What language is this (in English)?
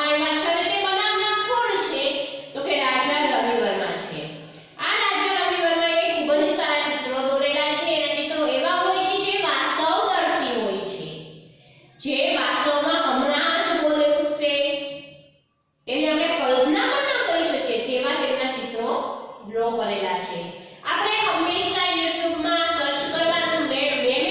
Gujarati